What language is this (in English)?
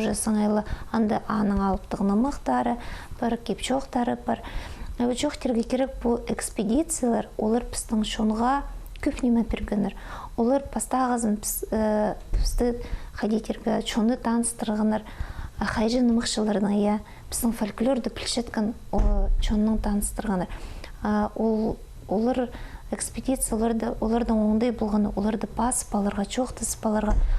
Khakas